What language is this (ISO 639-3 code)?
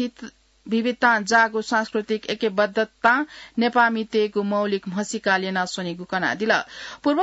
new